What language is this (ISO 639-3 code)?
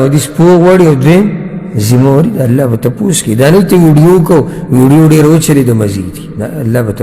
pus